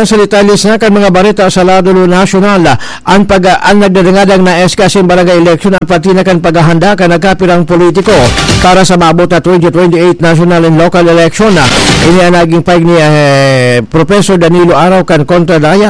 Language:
Bikol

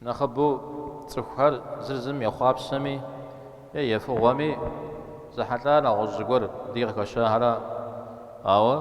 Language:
Kabardian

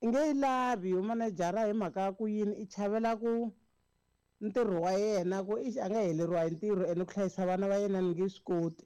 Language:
Tsonga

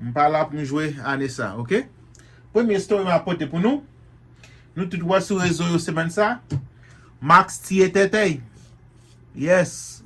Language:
Haitian Creole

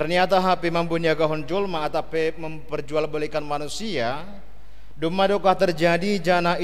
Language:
Batak Simalungun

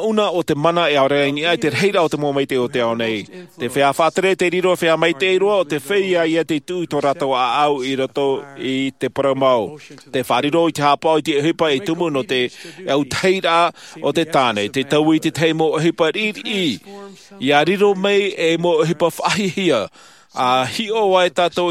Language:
Tahitian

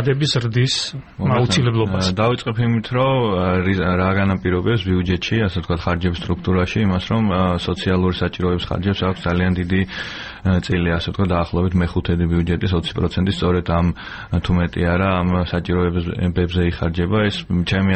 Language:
Georgian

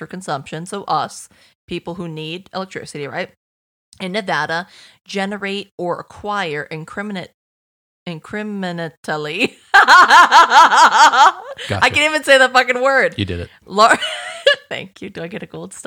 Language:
English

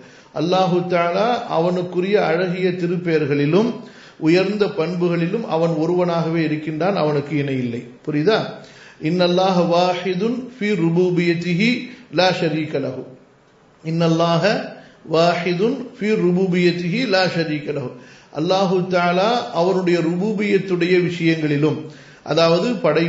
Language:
Tamil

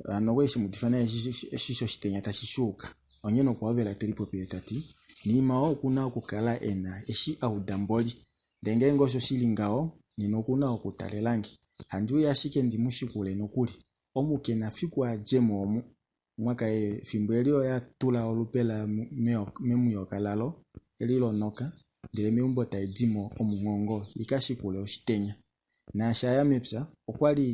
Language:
Kuanyama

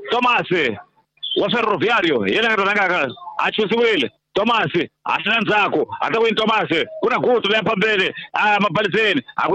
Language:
Tsonga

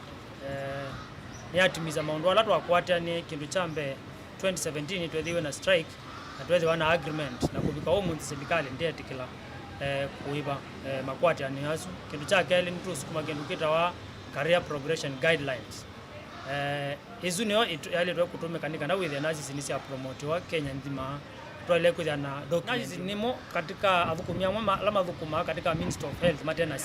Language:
Kamba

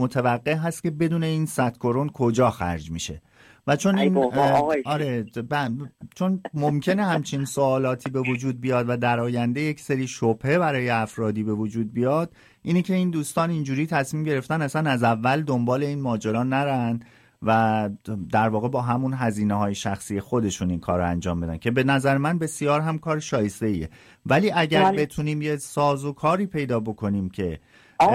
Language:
Persian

